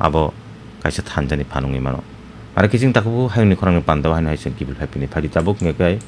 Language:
Kok Borok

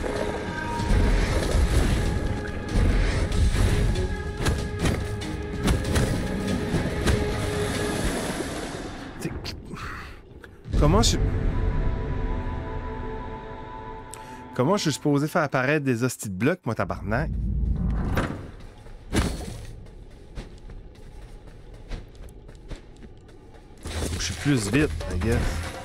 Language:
French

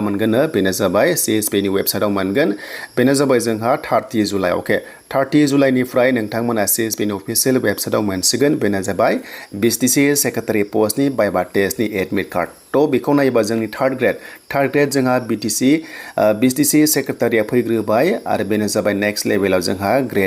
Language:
Bodo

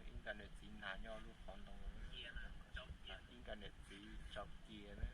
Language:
Hmong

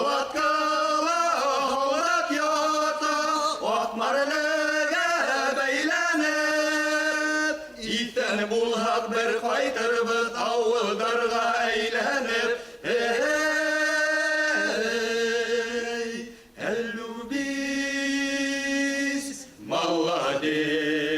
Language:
Bashkir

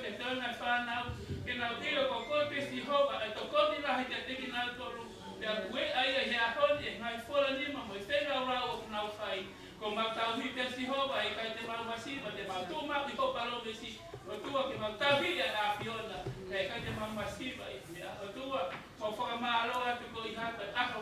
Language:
Tongan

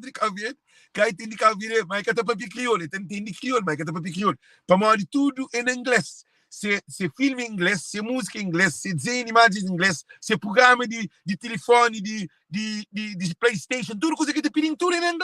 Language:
Kabuverdianu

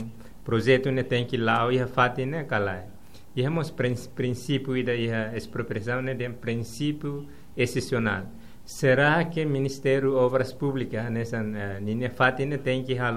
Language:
Tetum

